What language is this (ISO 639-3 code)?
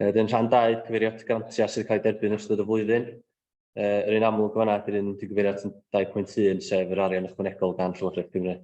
cym